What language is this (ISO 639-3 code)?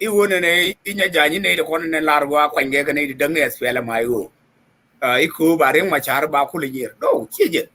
nus